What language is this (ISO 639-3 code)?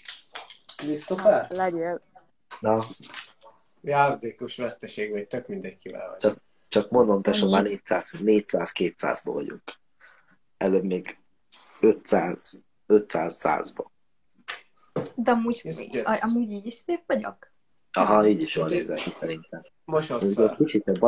hun